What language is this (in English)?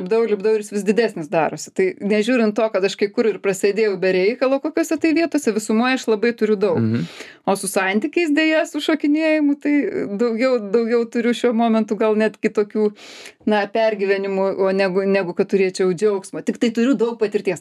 Lithuanian